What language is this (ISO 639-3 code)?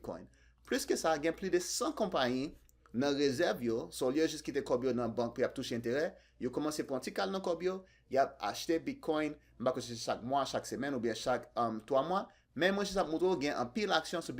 hat